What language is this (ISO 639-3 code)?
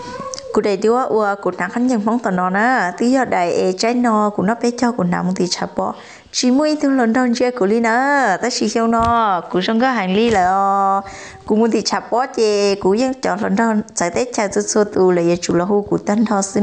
hmn